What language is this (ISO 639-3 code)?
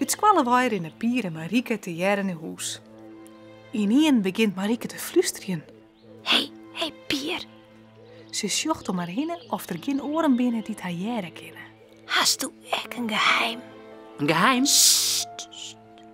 fry